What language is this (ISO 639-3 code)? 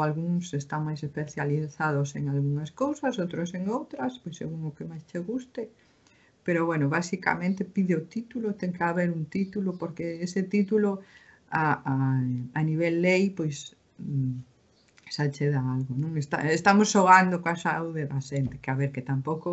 glg